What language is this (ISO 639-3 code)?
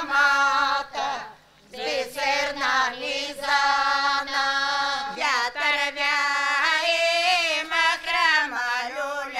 bul